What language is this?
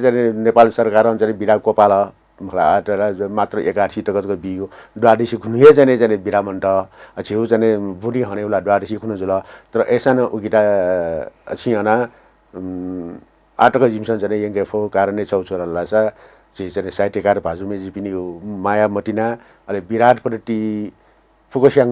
Newari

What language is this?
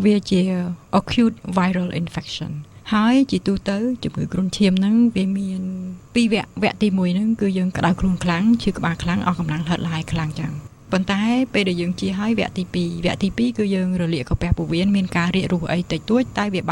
Khmer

